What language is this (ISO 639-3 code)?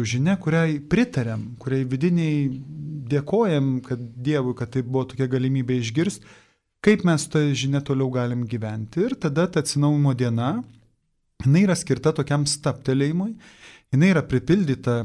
lit